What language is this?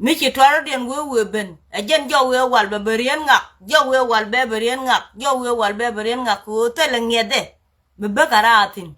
Nuer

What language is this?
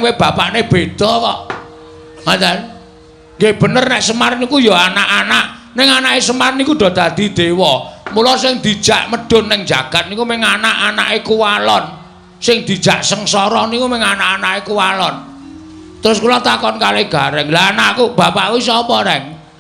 Javanese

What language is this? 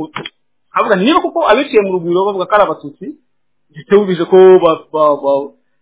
Kinyarwanda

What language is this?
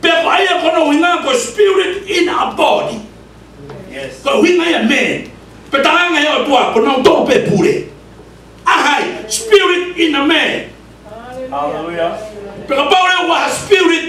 Tongan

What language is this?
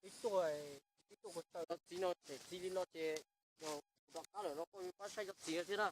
Hmong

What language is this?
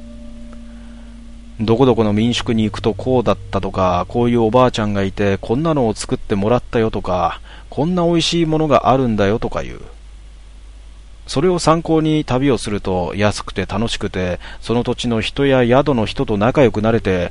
Japanese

